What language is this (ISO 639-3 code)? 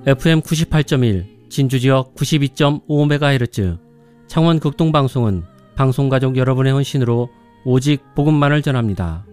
kor